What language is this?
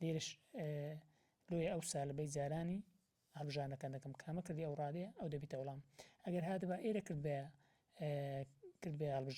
Central Kurdish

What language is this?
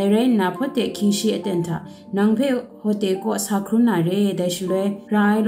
Kachin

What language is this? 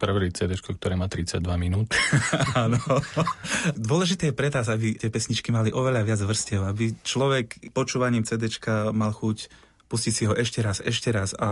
Slovak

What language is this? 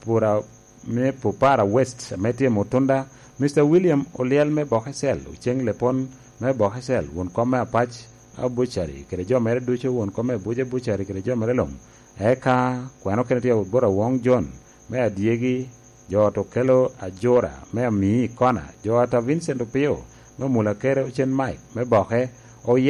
Lango (Uganda)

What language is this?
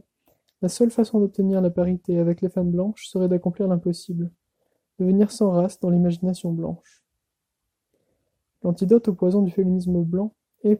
French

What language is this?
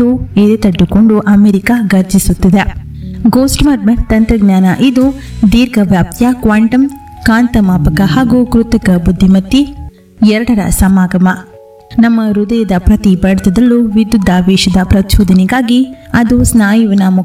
Kannada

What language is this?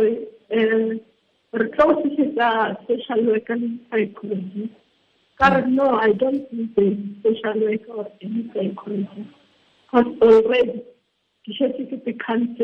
Tswana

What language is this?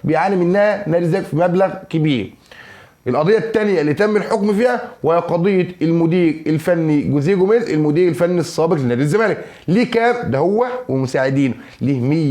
Egyptian Arabic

